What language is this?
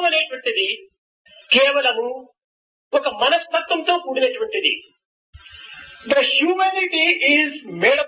Telugu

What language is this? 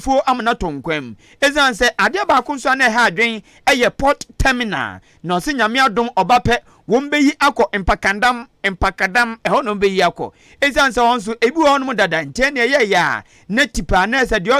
Akan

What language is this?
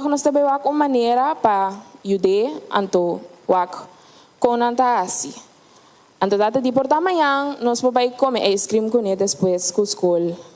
Papiamento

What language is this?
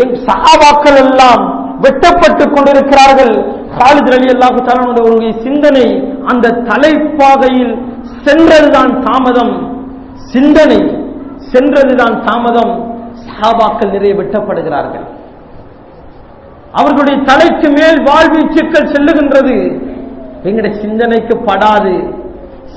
Tamil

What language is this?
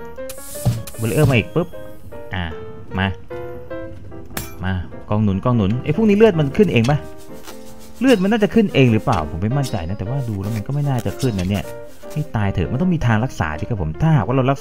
Thai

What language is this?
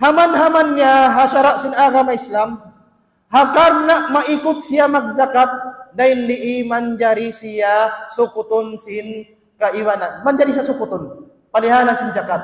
Tausug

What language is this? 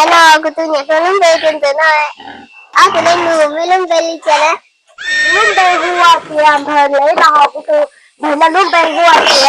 Hmong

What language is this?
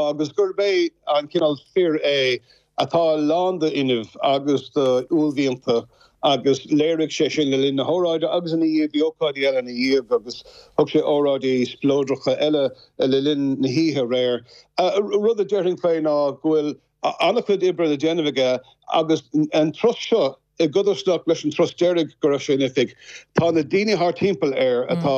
Irish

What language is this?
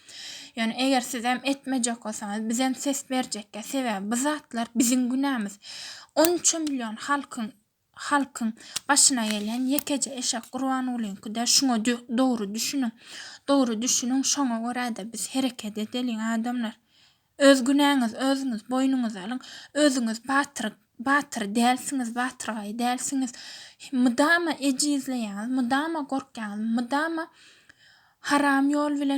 Turkmen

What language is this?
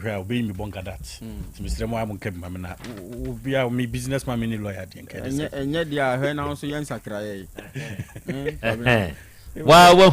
Akan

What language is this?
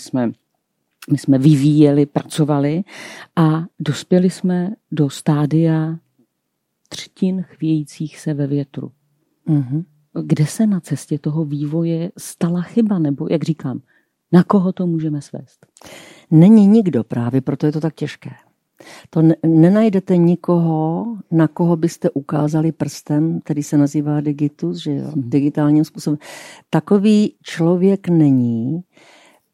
Czech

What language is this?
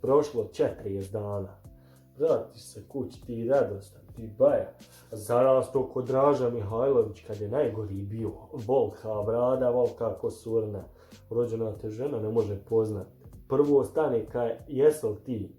Bosnian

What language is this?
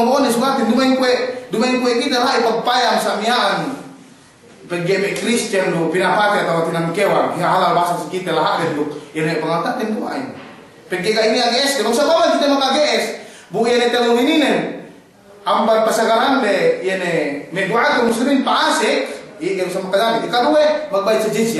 Yakan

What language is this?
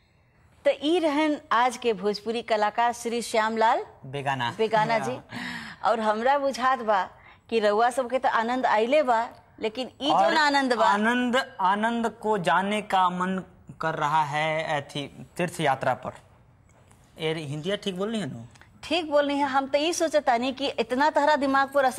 Bhojpuri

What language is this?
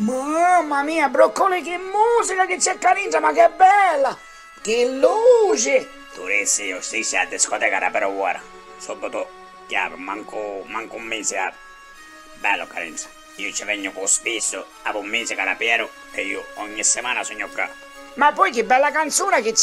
Sicilian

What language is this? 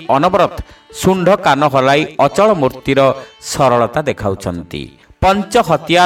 Odia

